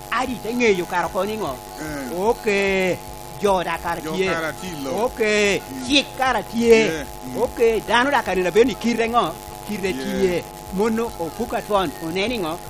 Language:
Lango (Uganda)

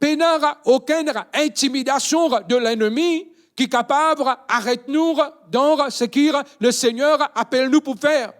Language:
Morisyen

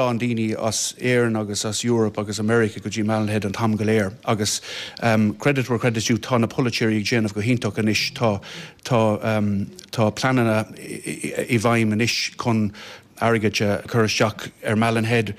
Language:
Irish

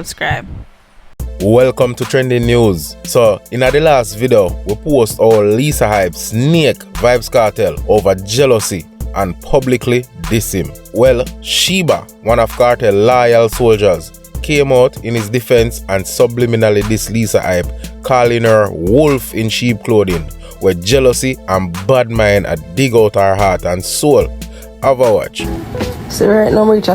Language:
Jamaican Creole English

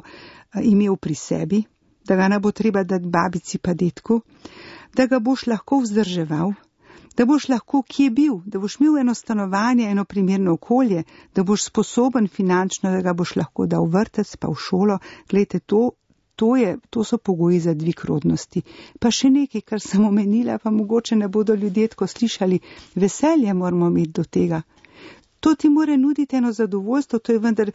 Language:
Slovenian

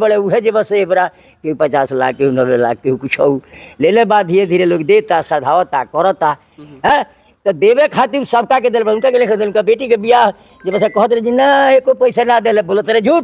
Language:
Bhojpuri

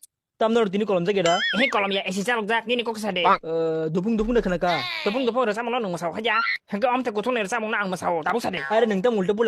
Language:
Kok Borok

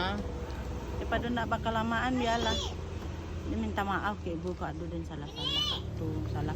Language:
Minangkabau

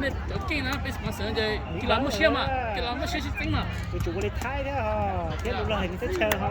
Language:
Hmong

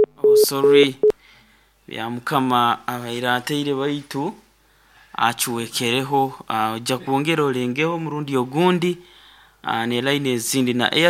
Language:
Nyoro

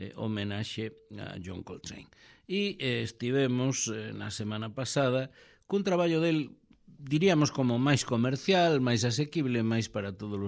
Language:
Galician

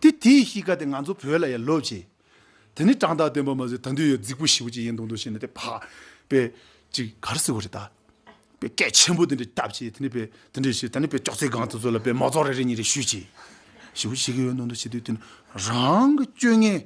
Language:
Tibetan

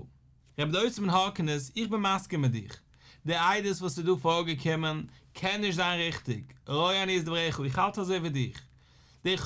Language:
Yiddish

